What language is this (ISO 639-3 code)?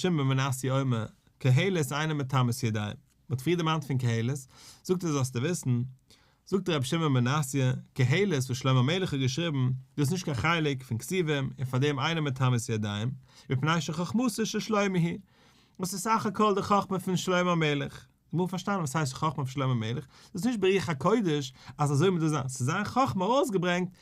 yid